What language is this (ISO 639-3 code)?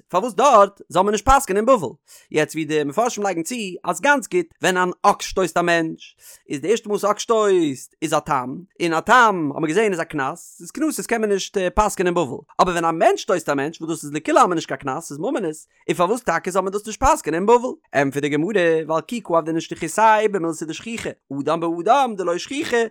yid